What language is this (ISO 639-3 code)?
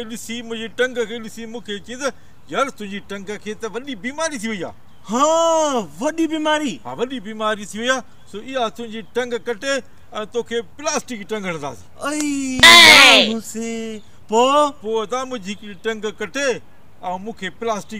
snd